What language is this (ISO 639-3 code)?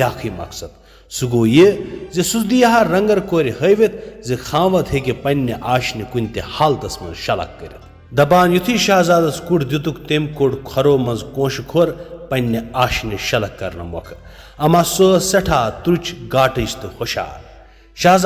kas